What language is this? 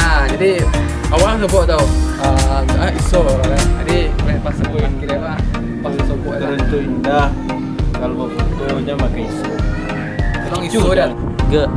Minangkabau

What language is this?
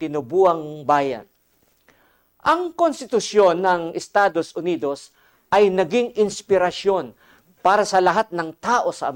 Filipino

